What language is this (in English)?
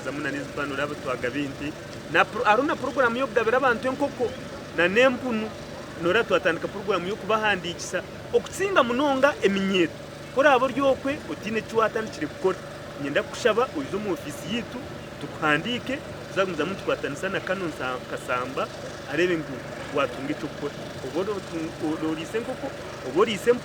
Nyankole